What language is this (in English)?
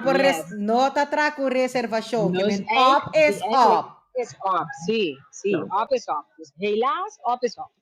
Papiamento